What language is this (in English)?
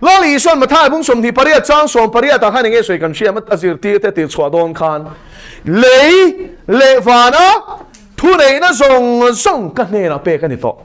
Mizo